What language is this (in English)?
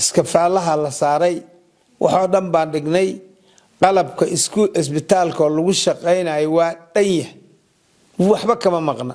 Somali